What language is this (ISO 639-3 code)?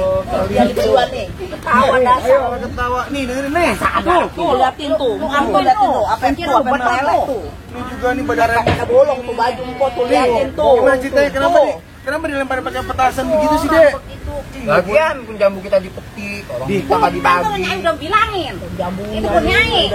bew